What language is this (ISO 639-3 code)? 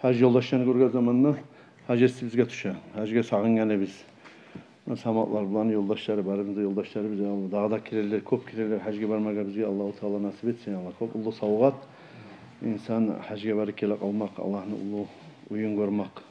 kum